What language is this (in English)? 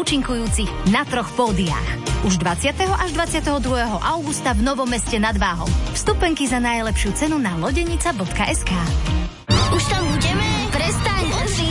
Slovak